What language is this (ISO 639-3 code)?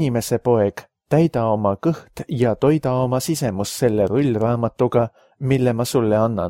est